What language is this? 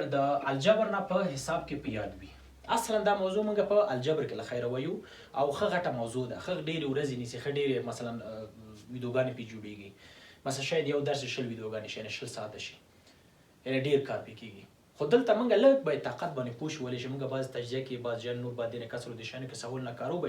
Pashto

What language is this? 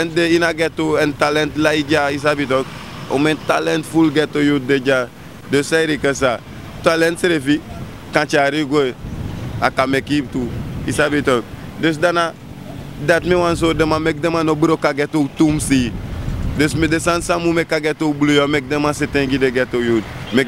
Sranan Tongo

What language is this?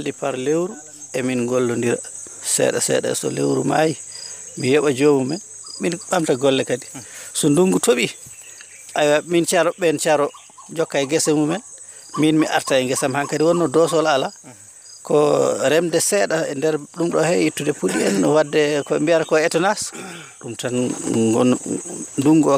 Fula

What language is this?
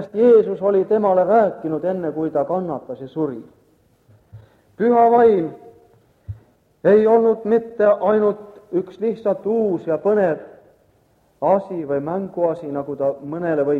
Estonian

